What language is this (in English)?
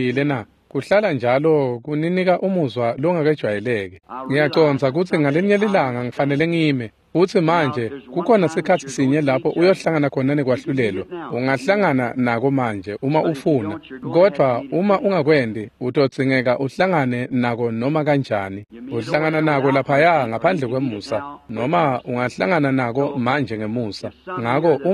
Swati